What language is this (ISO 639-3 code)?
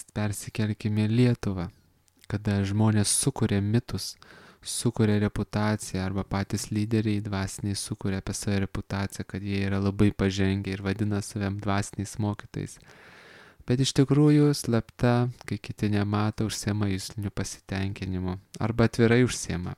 lit